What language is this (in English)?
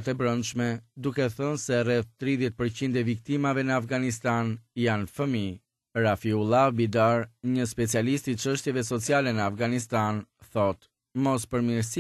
Albanian